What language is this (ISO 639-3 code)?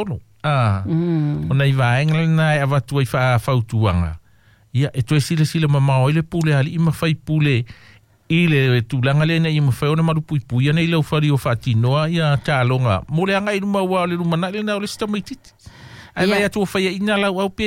smo